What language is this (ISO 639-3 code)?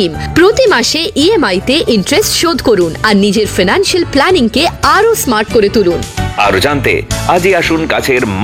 ben